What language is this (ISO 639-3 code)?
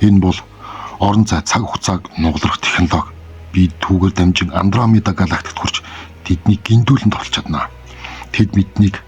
mon